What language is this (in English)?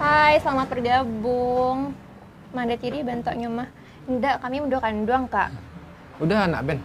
Minangkabau